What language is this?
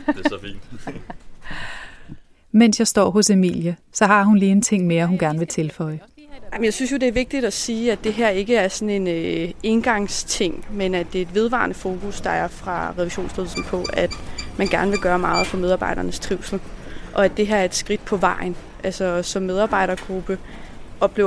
Danish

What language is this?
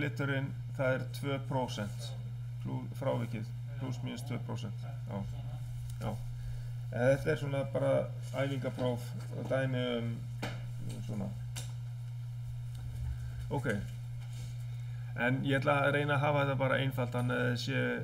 Icelandic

